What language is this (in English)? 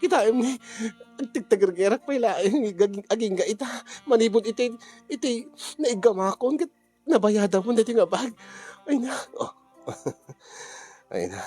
Iloko